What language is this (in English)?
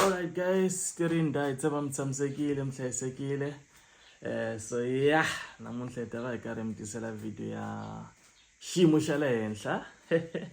Tsonga